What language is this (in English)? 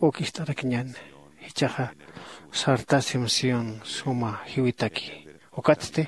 Aymara